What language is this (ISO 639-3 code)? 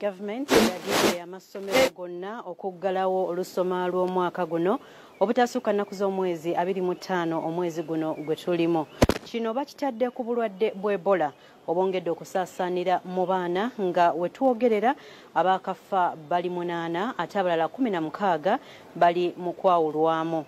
lug